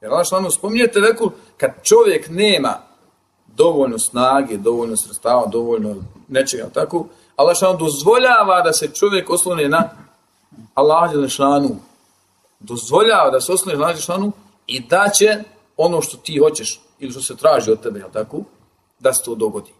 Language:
Bosnian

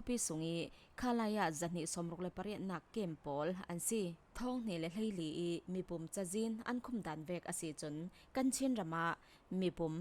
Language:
Falam Chin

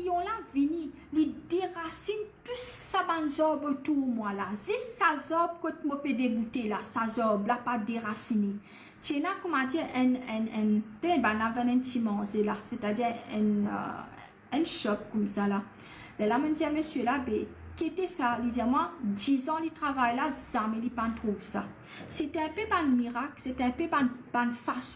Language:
Morisyen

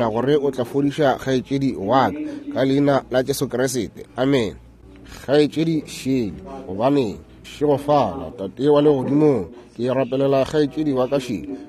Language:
Northern Sotho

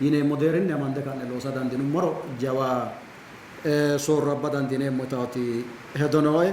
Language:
Sidamo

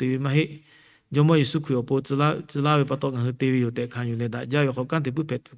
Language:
Lahu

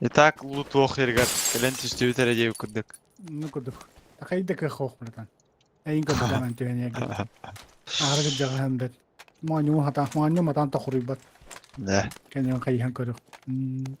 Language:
Yakut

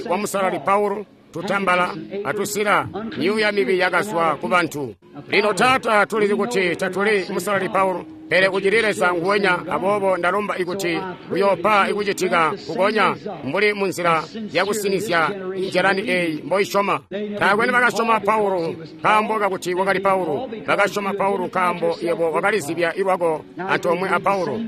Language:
Tonga (Zambia)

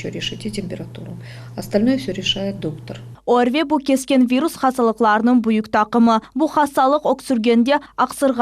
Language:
Crimean Tatar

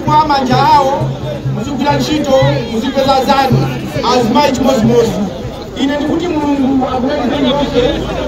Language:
Nyanja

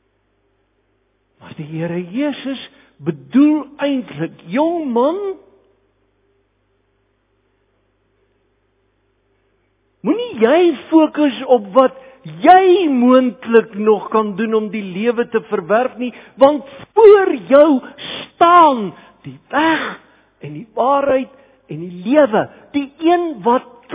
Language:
Afrikaans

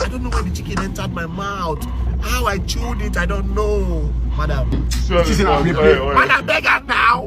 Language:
Nigerian Pidgin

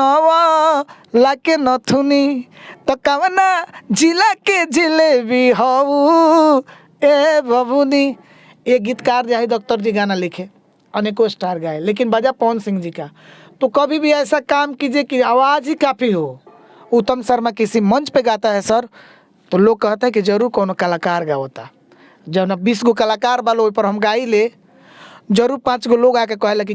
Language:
Bhojpuri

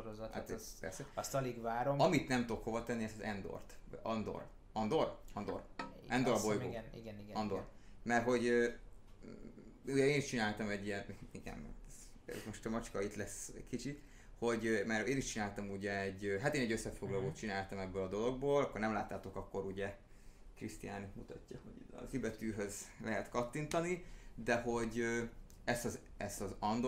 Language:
Hungarian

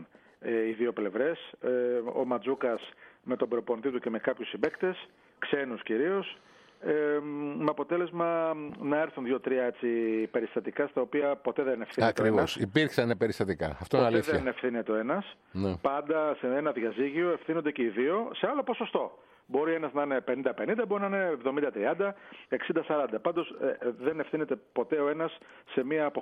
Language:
Greek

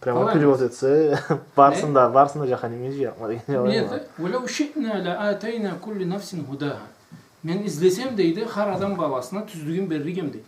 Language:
Karachay-Balkar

